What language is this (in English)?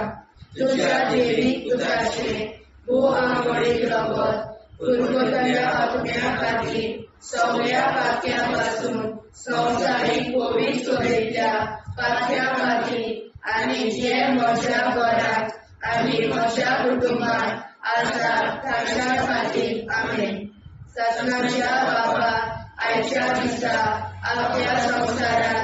Konkani